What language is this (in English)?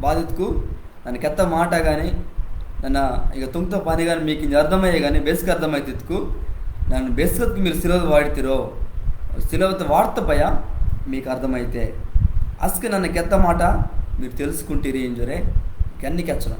Koya